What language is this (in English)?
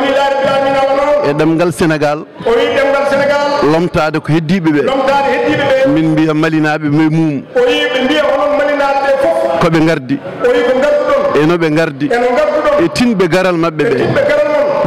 Fula